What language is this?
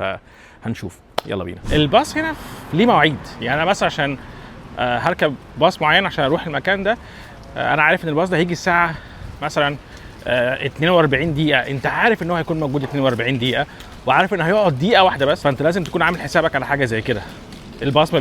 Egyptian Arabic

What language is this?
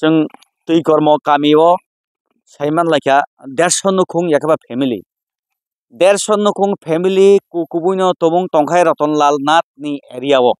Kok Borok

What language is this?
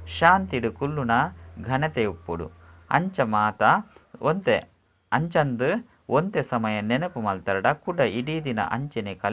Tulu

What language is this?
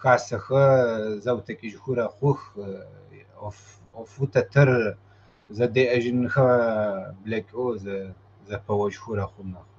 Kabardian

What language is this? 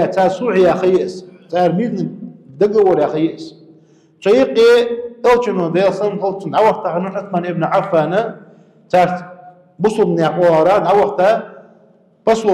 Ingush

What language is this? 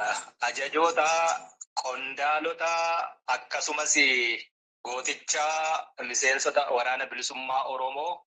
Oromo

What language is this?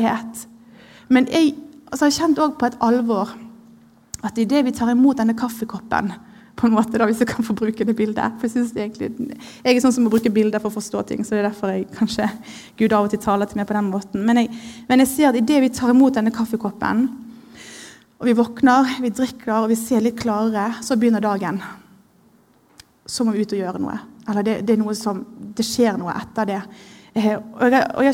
Norwegian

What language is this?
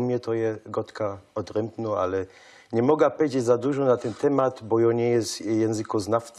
Silesian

